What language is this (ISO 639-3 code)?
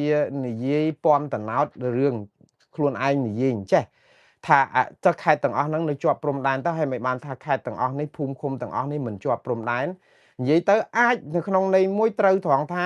khm